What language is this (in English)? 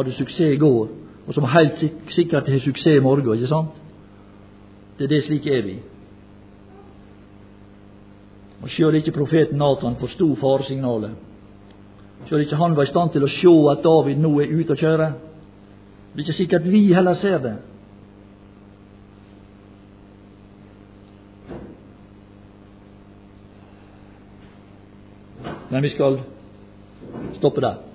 Norwegian